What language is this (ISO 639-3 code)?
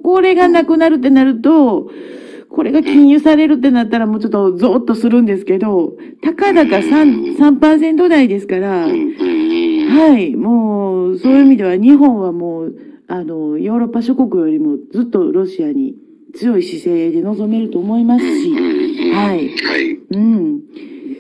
jpn